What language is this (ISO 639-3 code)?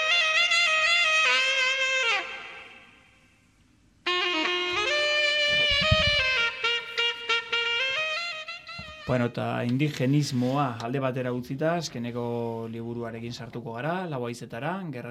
eus